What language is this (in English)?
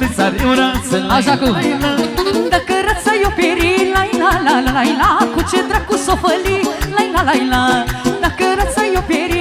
Romanian